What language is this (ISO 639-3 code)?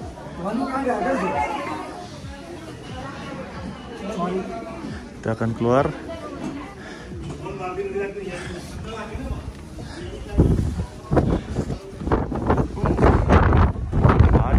msa